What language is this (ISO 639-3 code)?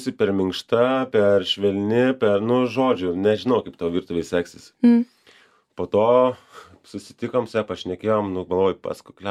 lit